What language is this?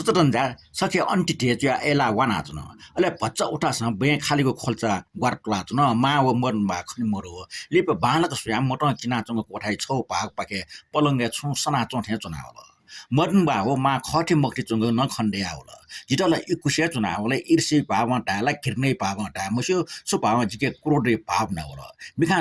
Newari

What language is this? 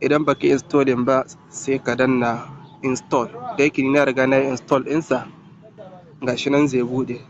Hausa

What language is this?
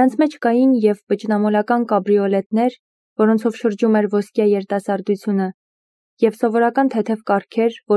Armenian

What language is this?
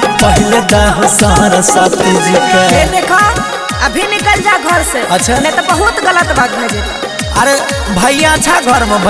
Maithili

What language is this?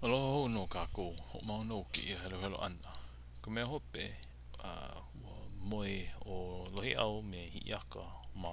Hawaiian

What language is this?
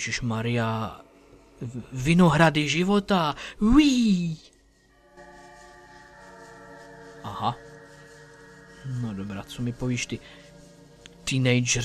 Czech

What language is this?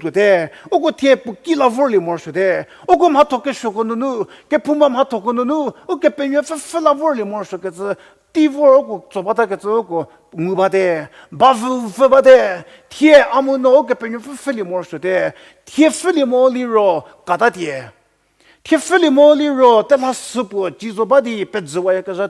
Angami Naga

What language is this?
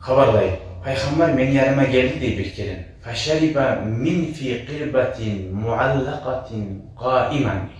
Kumyk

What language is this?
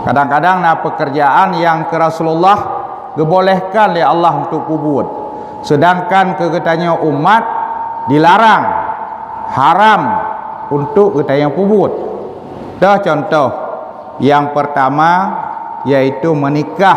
Achinese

